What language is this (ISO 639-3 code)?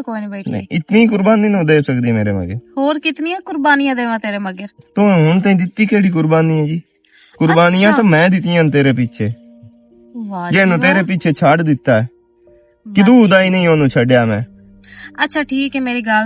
lah